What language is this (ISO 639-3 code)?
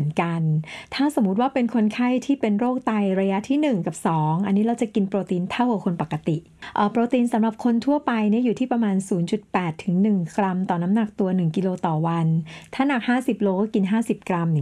tha